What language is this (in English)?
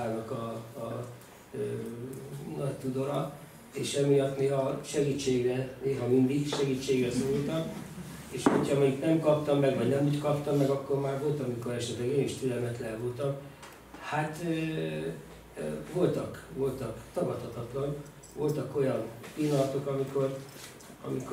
Hungarian